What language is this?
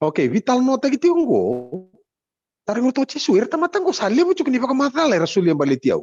Fijian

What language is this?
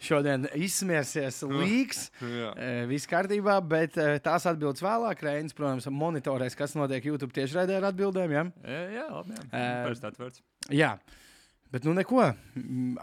Latvian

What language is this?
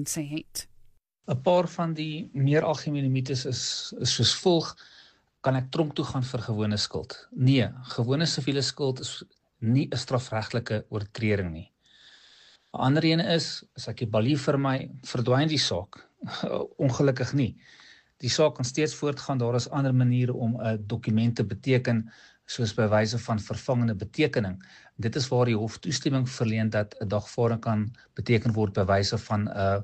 Afrikaans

